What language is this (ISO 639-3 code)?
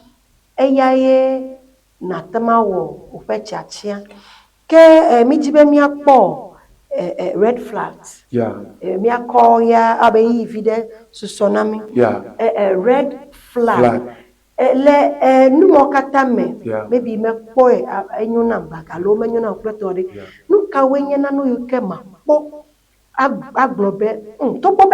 ewe